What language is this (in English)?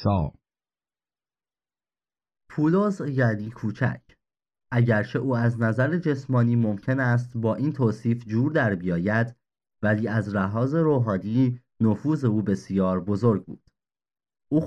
Persian